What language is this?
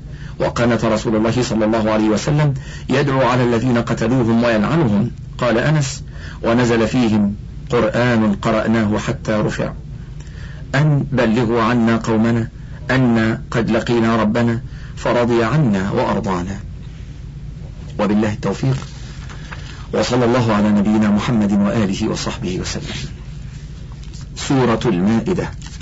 Arabic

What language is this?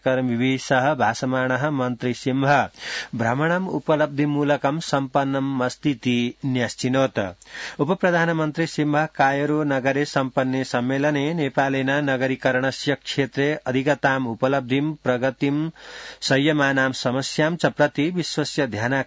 Sanskrit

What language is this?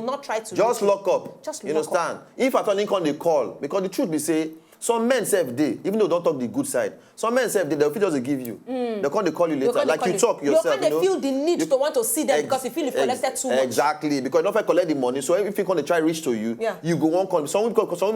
Nigerian Pidgin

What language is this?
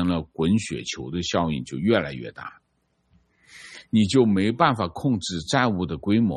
Chinese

